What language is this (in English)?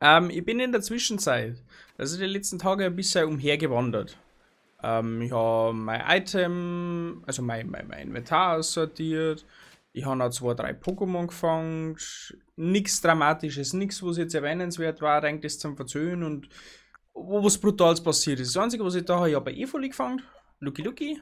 Bavarian